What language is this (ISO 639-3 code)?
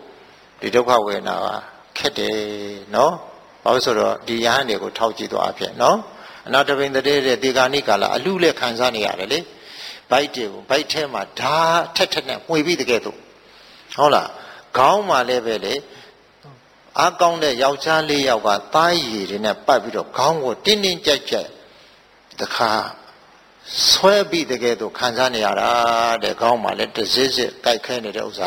mya